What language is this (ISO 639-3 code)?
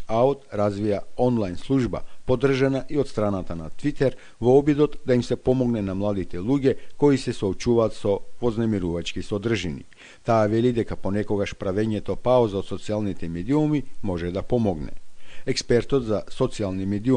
mkd